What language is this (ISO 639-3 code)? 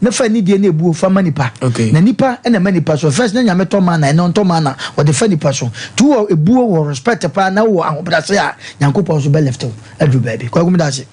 aka